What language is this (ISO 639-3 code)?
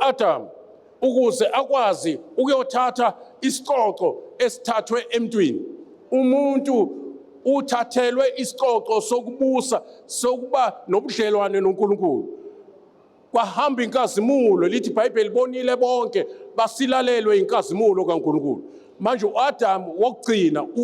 zul